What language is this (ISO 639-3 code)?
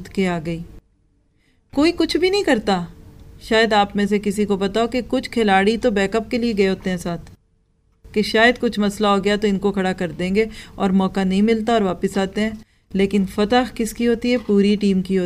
urd